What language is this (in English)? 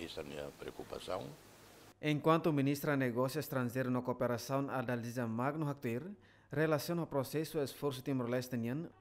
Tetum